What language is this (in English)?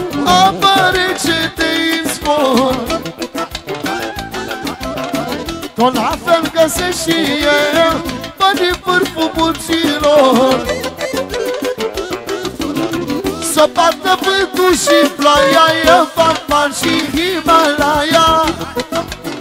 Romanian